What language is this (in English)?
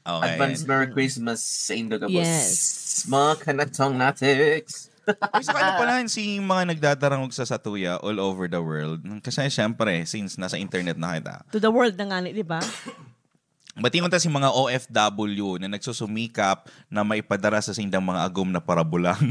Bikol